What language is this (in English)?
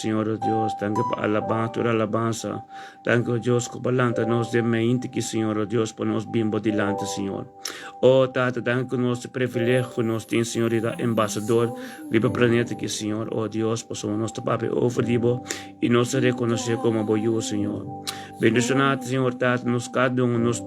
Papiamento